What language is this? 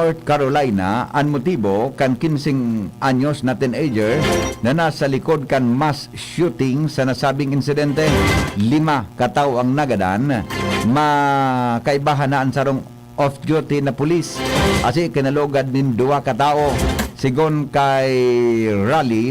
Bikol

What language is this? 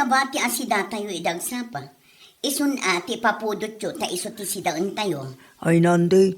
Iloko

